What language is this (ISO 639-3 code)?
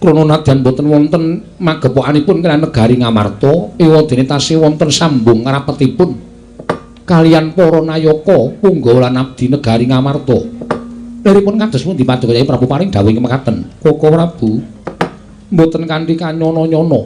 jav